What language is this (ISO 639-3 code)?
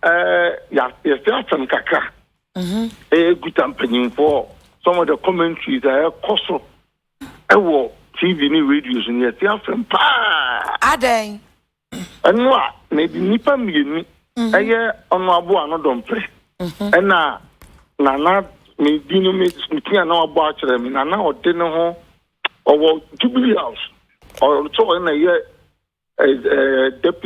aka